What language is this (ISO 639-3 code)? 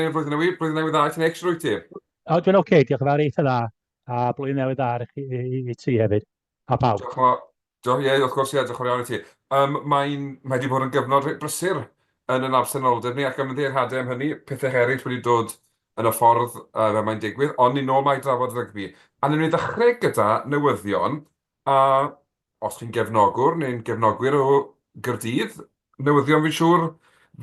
cym